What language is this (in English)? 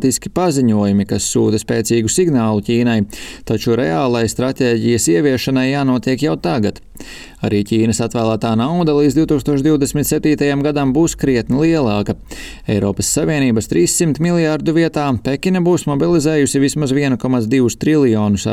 Latvian